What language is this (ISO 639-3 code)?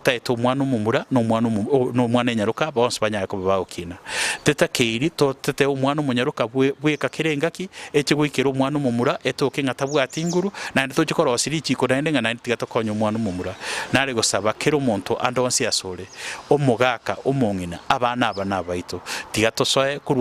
guz